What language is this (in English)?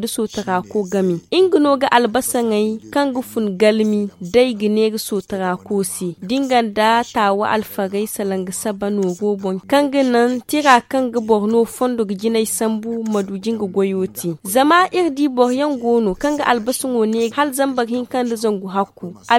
Zarma